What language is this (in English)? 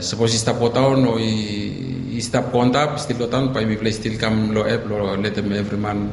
Bislama